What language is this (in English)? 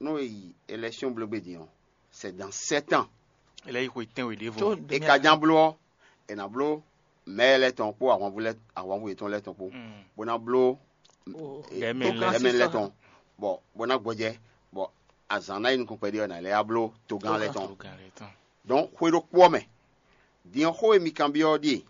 Fon